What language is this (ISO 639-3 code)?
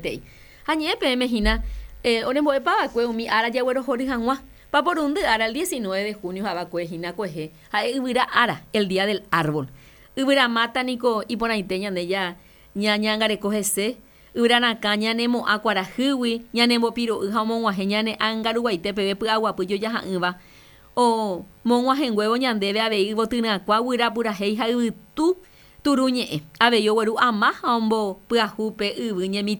grn